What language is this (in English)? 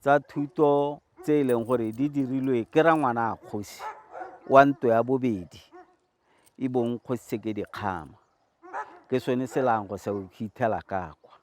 Tswana